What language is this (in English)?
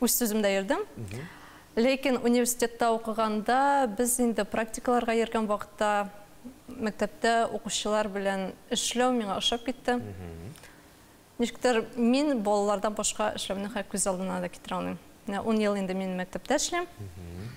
Tatar